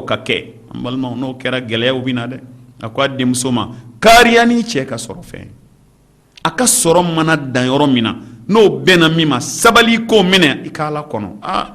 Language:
Bambara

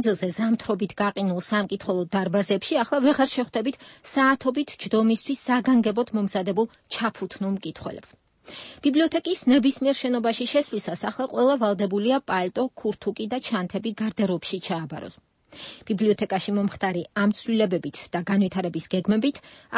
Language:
Georgian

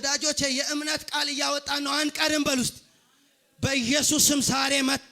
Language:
Amharic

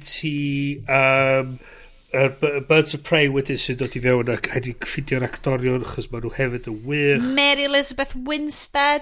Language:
Welsh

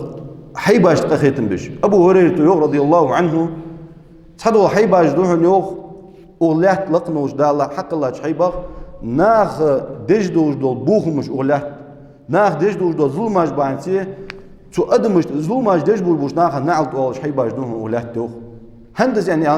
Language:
Ingush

